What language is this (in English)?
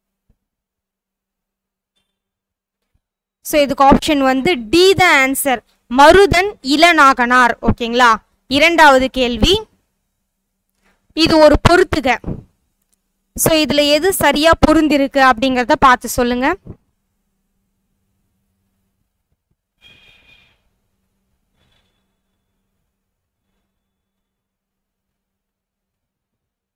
Tamil